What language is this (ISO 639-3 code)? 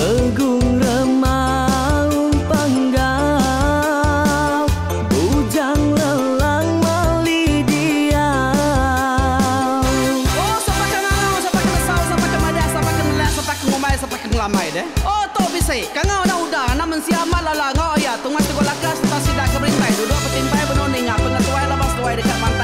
iba